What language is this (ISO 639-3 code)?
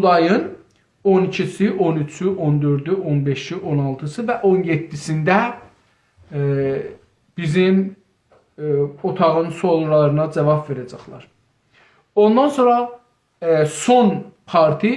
azb